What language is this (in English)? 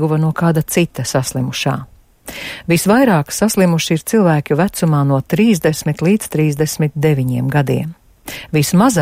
Latvian